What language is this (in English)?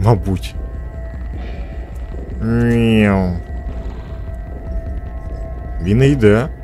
Ukrainian